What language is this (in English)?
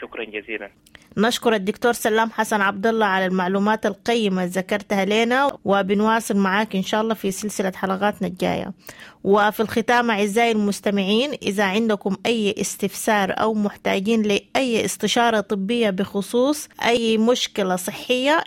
Sudanese Arabic